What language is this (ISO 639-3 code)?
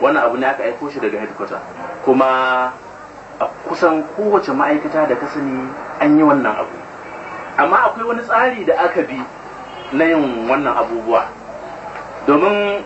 hau